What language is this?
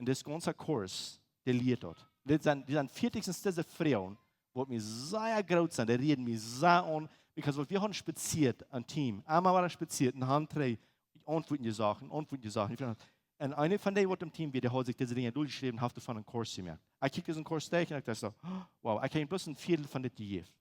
Plautdietsch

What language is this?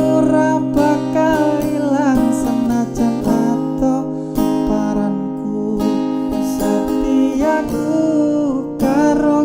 Javanese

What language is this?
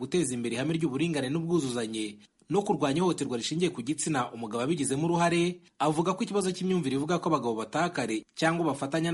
Kinyarwanda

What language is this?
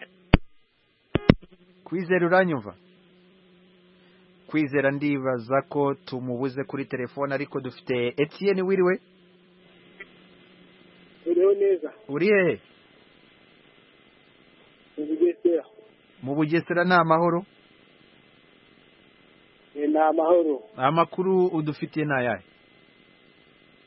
Kinyarwanda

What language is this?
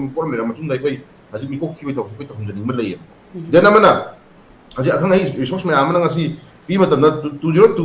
Manipuri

